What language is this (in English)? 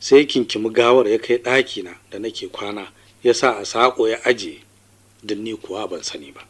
Hausa